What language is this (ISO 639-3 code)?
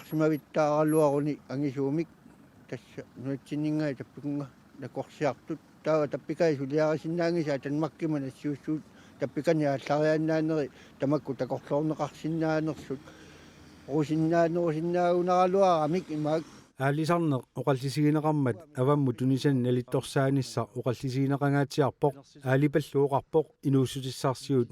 kal